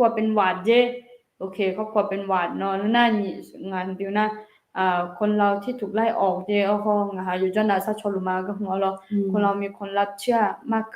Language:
Akha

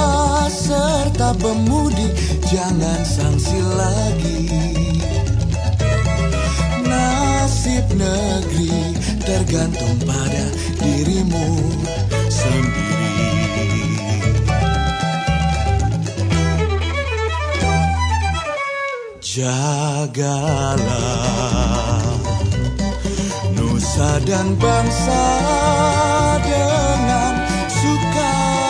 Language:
Indonesian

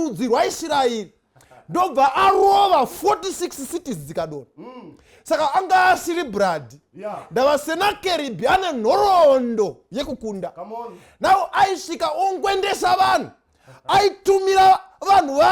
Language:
Shona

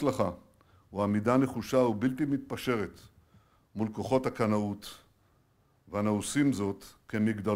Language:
Hebrew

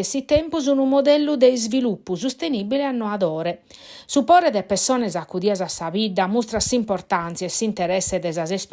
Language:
Sardinian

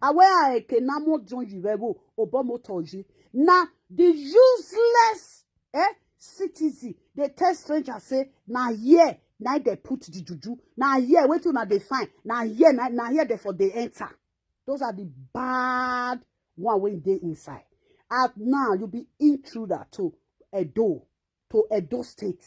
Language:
Nigerian Pidgin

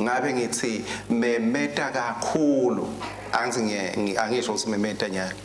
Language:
Swati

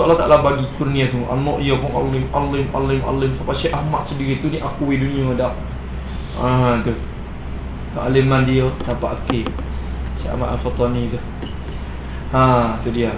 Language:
Malay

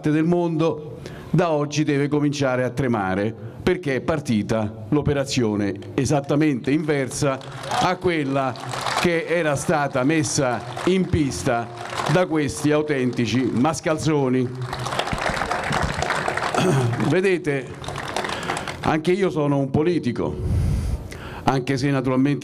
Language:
Italian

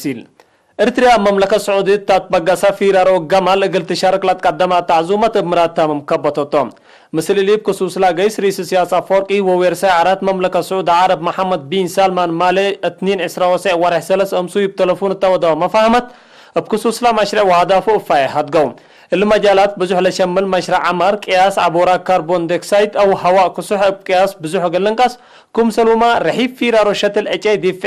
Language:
Tigre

